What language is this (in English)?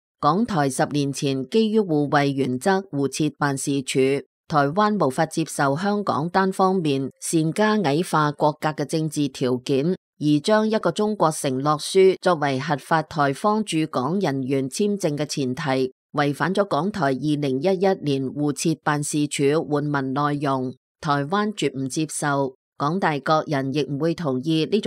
Cantonese